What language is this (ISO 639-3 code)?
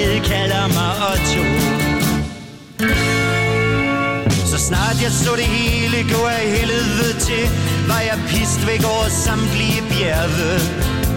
dan